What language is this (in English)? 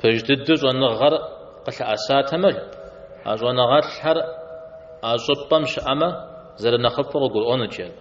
Kabardian